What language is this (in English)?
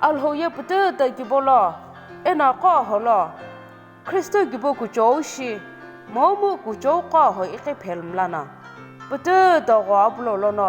Sumi Naga